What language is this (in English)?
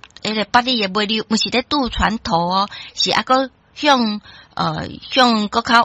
Min Nan Chinese